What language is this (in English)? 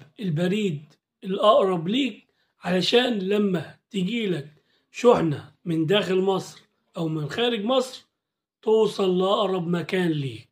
Egyptian Arabic